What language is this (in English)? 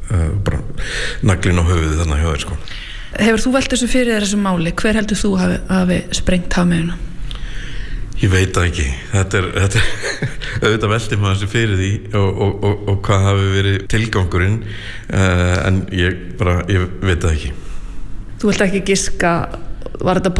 Icelandic